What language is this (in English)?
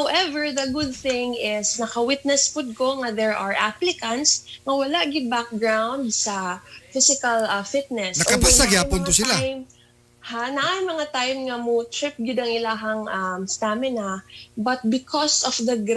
Cebuano